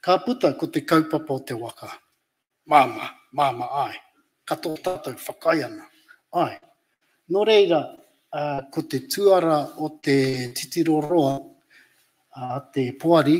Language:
Māori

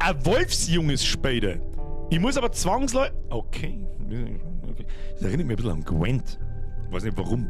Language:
Bavarian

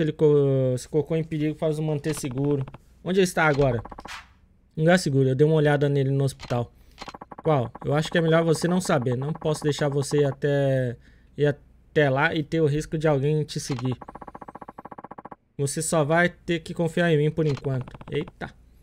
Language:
Portuguese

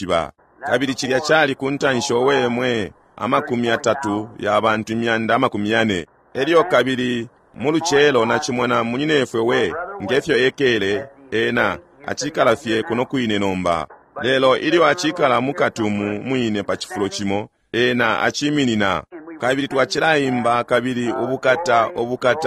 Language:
Bemba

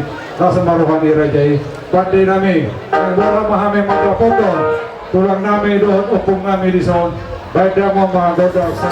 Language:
Batak Toba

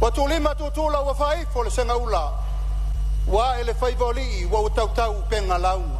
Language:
Samoan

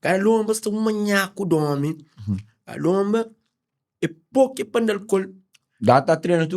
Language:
Kabuverdianu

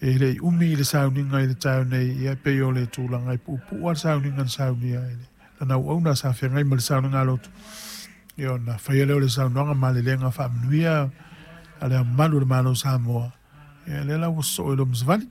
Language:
Samoan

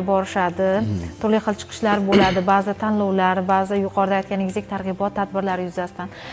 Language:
Uzbek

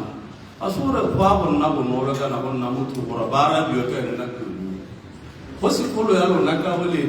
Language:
Tswana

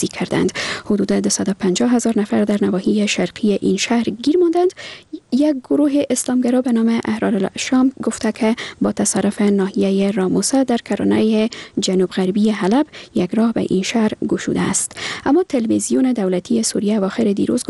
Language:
Persian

